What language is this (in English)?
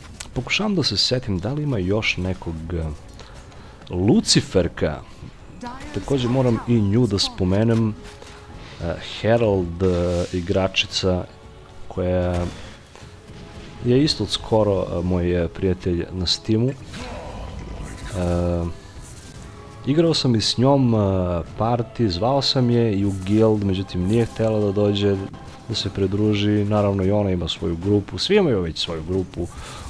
Serbian